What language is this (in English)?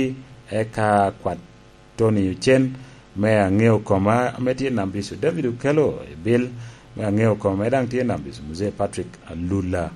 Lango (Uganda)